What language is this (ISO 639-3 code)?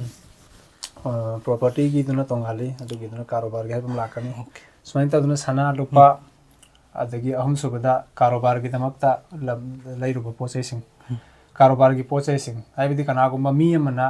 mni